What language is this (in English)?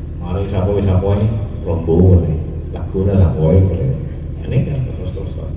Madurese